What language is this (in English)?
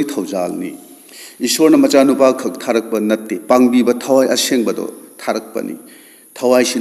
Manipuri